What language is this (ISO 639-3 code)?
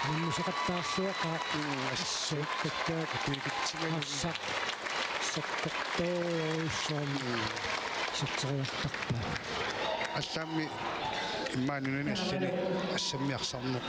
kal